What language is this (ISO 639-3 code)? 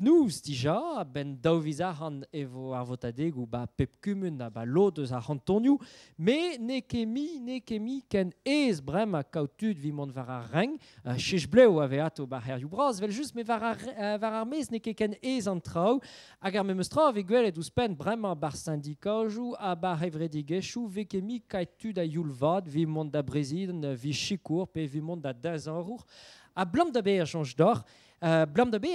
bre